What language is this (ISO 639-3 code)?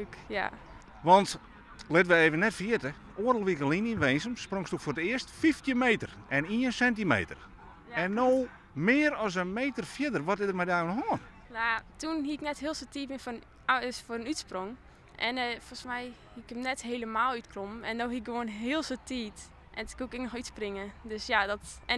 fry